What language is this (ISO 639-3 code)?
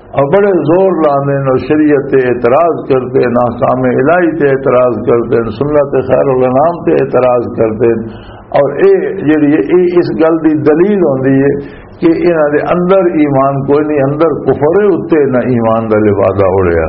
lah